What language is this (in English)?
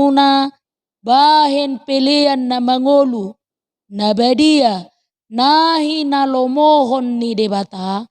Batak Toba